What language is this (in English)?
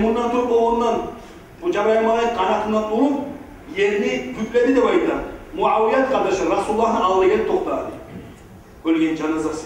Kumyk